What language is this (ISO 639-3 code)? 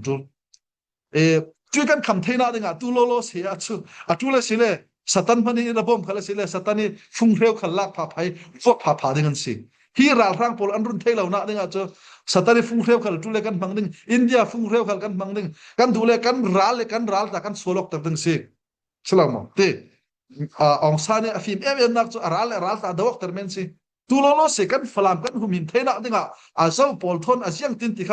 cfm